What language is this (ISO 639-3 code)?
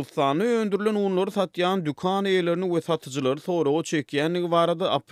tuk